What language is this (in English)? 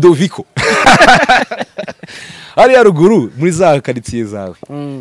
Kinyarwanda